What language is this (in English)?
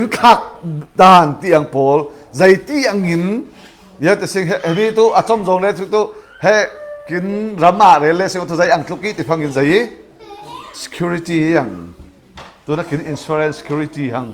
Falam Chin